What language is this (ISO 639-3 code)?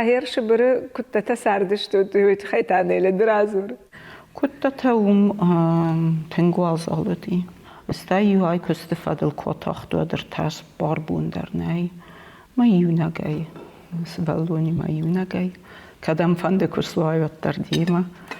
oss